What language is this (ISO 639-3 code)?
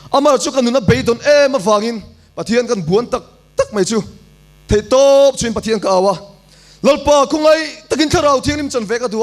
lus